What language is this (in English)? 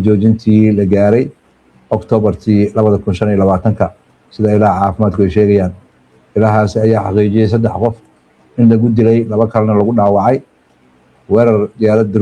Somali